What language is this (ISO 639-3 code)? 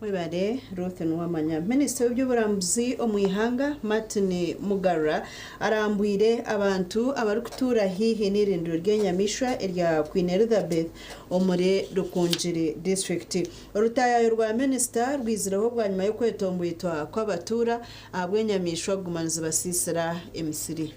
nyn